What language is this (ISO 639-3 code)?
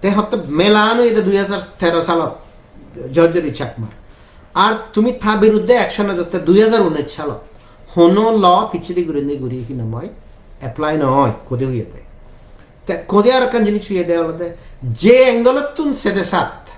ccp